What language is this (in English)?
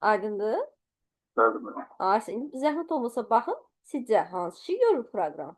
Azerbaijani